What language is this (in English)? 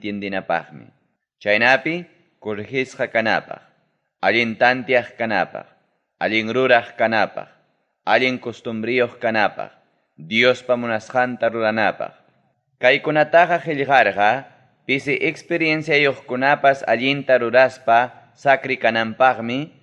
Ayacucho Quechua